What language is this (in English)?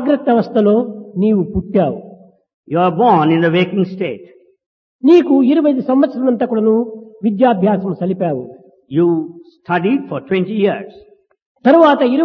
Telugu